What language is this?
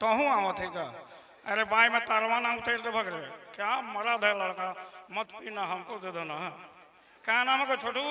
Sadri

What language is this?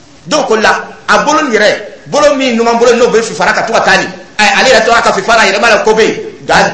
Dyula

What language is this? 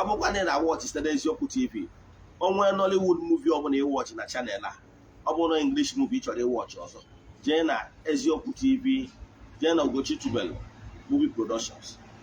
Igbo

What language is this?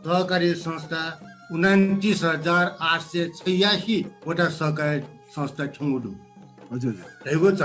Newari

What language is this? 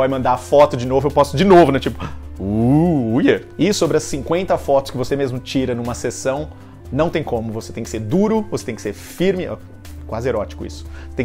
Portuguese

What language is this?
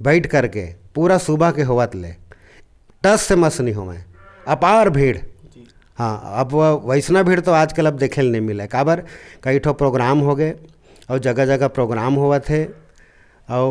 Chhattisgarhi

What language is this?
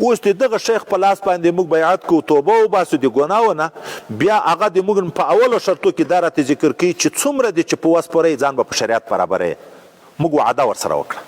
Pashto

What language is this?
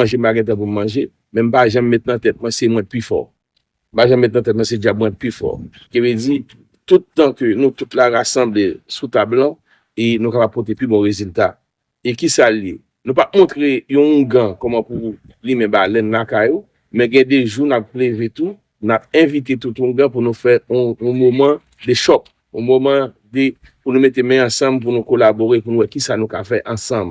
Haitian Creole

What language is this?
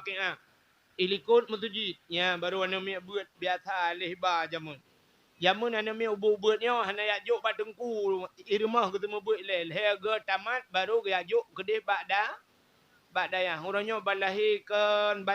Achinese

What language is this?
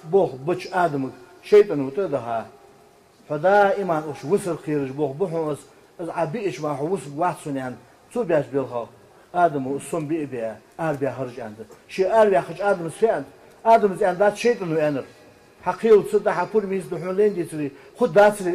Ingush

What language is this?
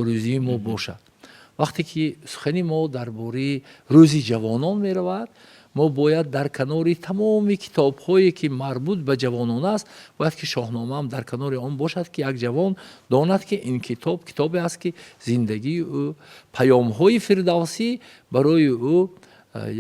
Tajik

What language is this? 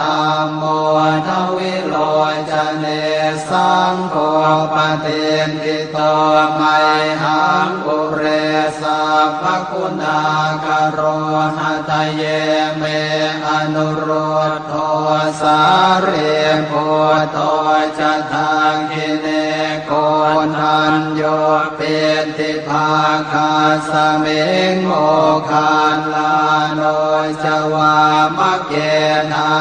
Pali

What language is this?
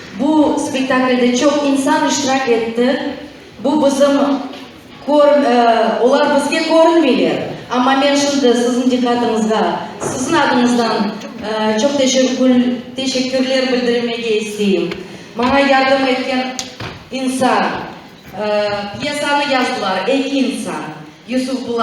Crimean Tatar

